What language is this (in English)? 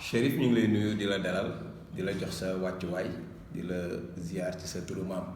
Wolof